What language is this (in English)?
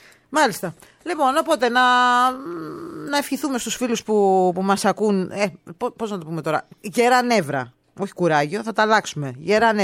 Greek